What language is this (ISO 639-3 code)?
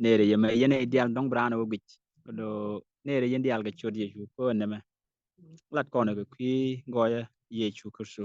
nus